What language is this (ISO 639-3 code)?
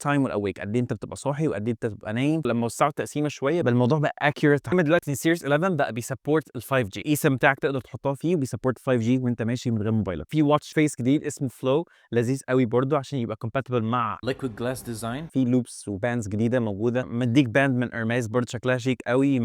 arz